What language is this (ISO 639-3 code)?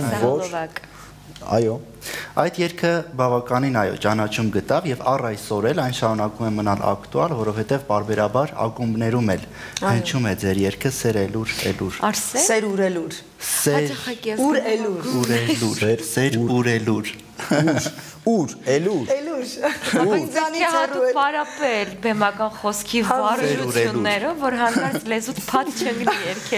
hye